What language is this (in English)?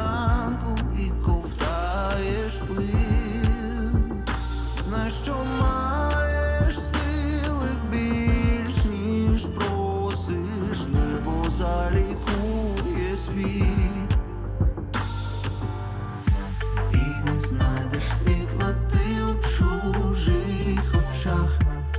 Ukrainian